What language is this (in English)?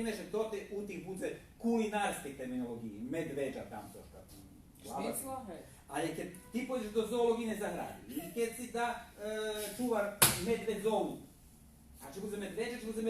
Rusyn